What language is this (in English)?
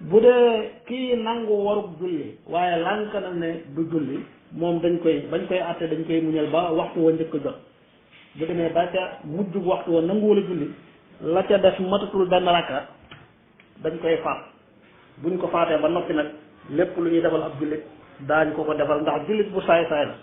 Wolof